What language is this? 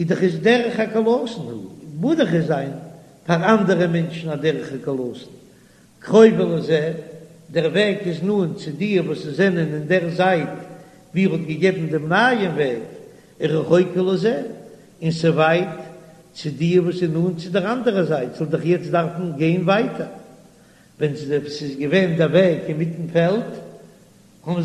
Yiddish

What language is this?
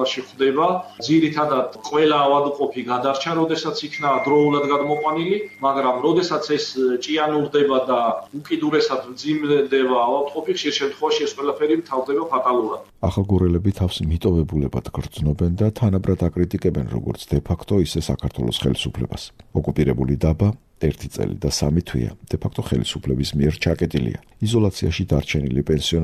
Georgian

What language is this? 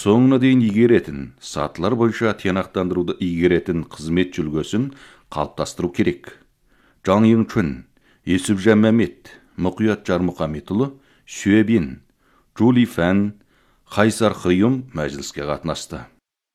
Kazakh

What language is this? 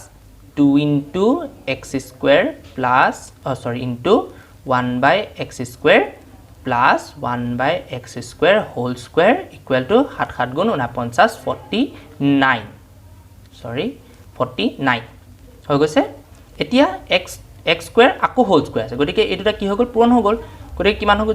Assamese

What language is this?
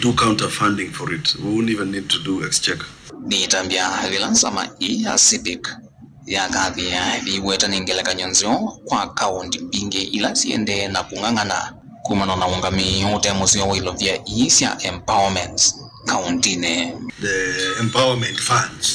Kamba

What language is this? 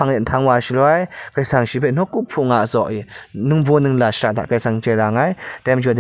Kachin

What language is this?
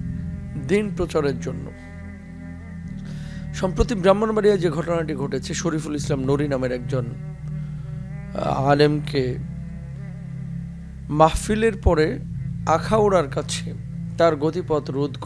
Bangla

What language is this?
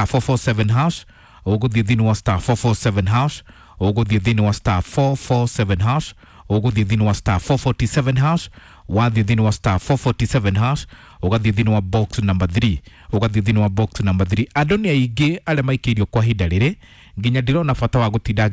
Kikuyu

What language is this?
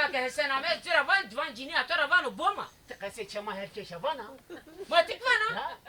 Zaza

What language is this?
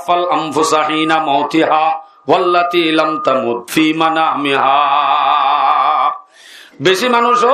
Rohingya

